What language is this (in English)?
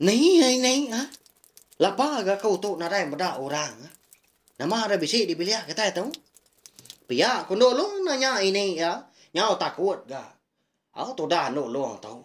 Iban